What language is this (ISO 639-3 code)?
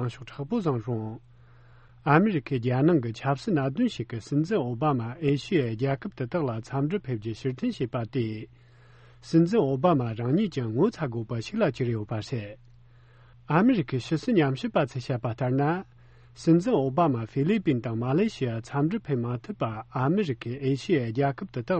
bod